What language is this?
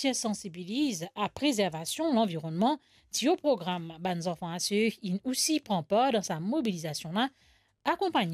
Morisyen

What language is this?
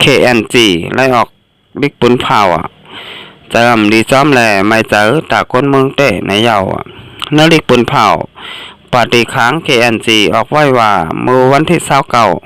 Shan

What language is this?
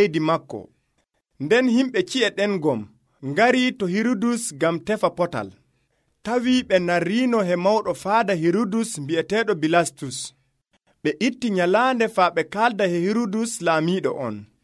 Nigerian Fulfulde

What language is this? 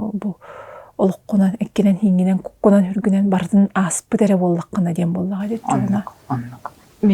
Yakut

